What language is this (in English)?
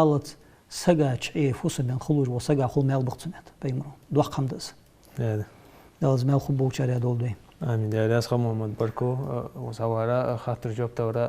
Ingush